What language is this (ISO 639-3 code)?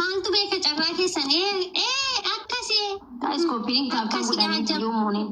orm